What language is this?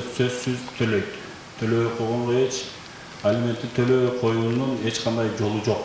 Kyrgyz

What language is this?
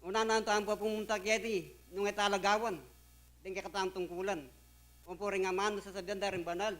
Pampanga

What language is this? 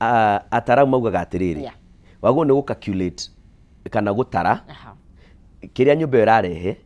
Kikuyu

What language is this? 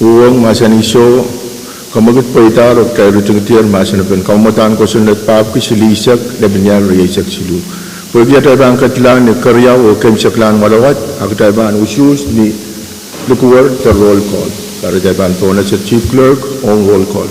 Pohnpeian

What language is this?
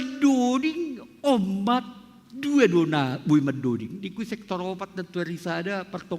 Batak Simalungun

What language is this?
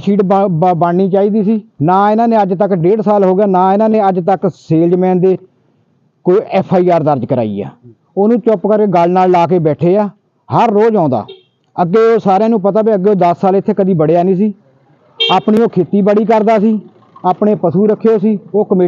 Punjabi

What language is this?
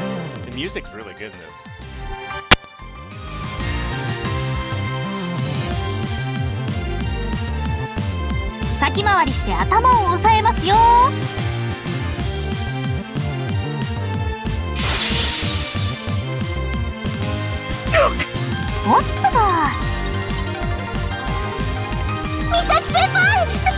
Japanese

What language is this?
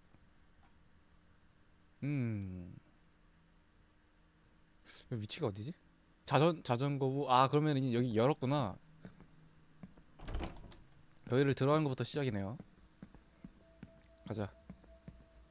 Korean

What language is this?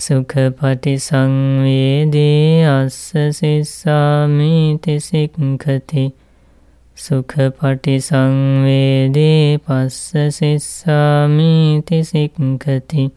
Pali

